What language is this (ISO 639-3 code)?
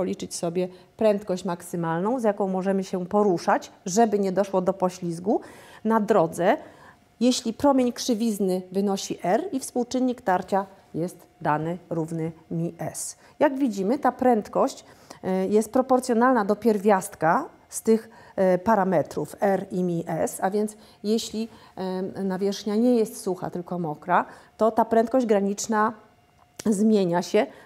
pol